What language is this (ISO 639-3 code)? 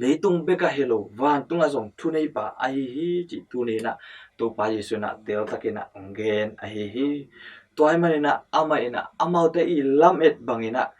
ctd